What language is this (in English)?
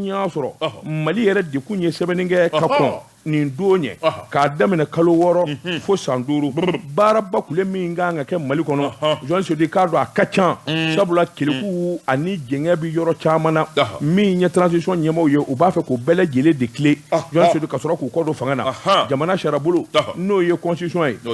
Bambara